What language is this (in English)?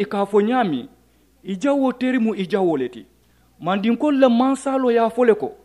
Mandingo